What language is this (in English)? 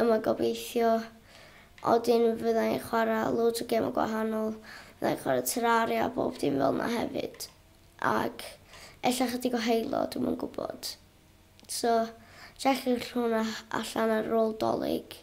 Welsh